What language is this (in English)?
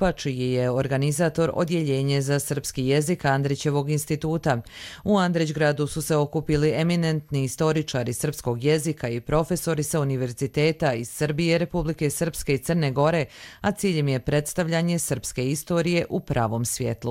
Croatian